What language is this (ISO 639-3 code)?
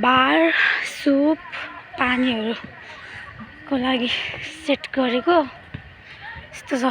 nep